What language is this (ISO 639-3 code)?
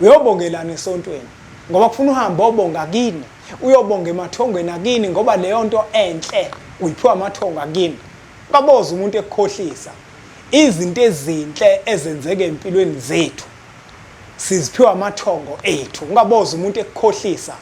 zul